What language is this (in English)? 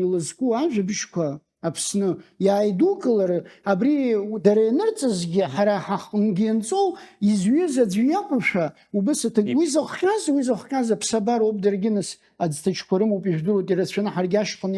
Abkhazian